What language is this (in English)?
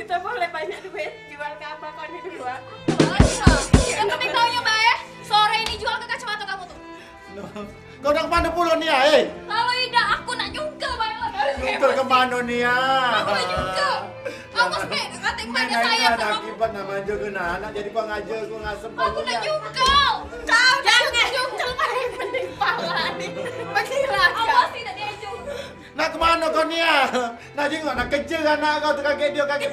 Musi